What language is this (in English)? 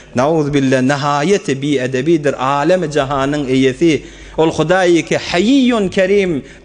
Turkmen